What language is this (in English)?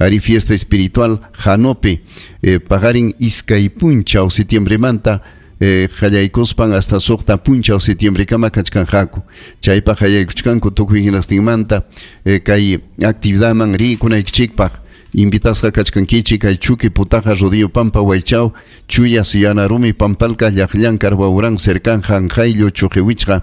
Ayacucho Quechua